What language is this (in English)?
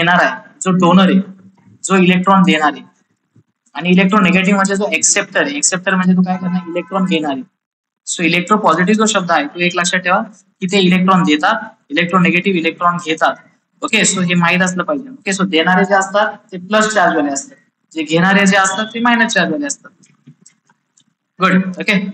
Marathi